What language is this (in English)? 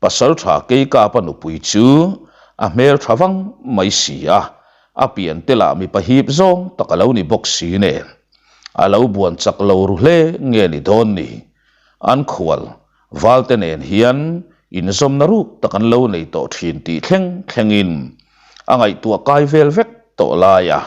Mizo